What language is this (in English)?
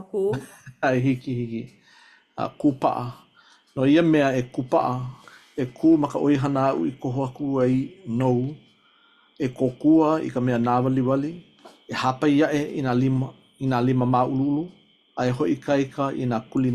Hawaiian